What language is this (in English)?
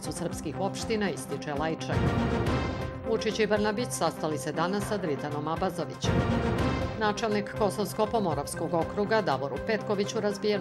Serbian